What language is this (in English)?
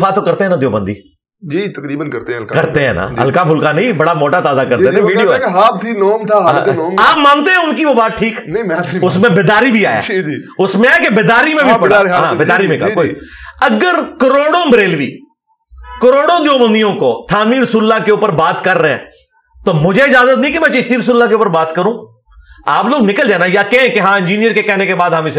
Urdu